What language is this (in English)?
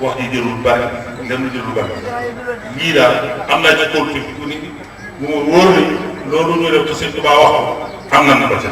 Wolof